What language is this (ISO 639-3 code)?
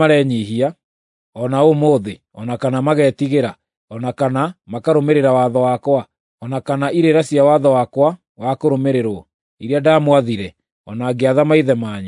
kik